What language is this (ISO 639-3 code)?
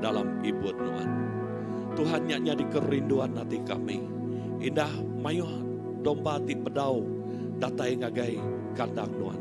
iba